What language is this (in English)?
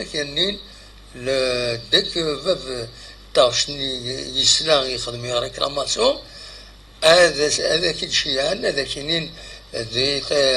Kabyle